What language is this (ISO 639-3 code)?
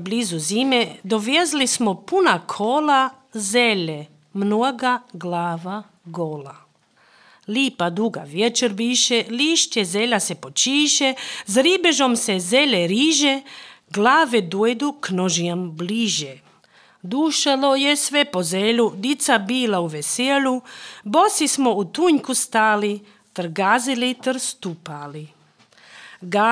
hrv